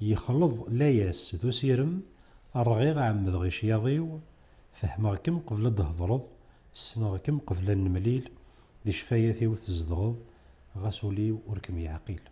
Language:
Kabyle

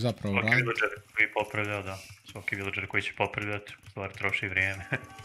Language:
Croatian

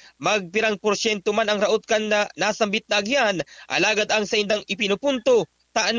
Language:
Bikol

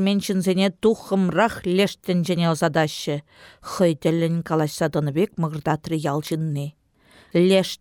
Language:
Chuvash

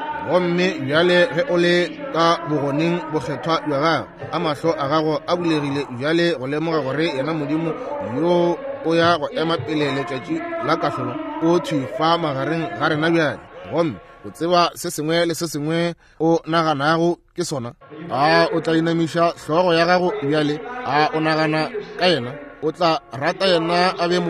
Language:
Northern Sotho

